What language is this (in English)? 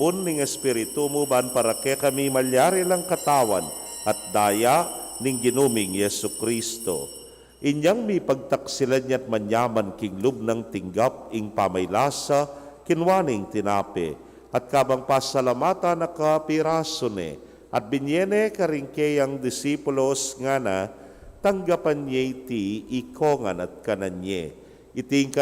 Pampanga